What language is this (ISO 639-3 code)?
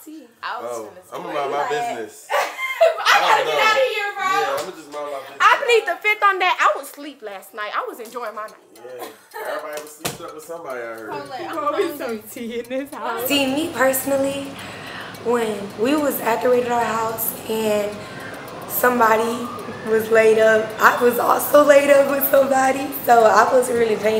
eng